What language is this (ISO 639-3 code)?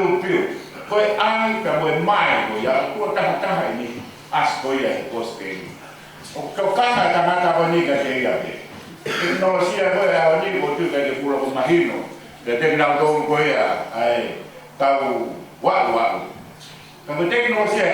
ton